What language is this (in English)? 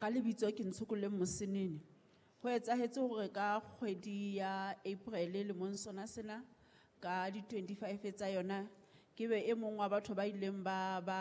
Southern Sotho